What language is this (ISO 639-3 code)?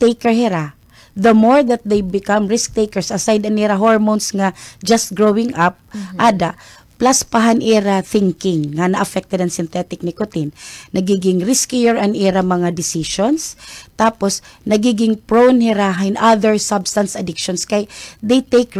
war